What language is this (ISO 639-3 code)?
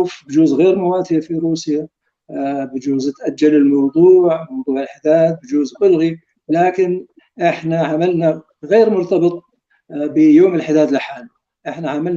apc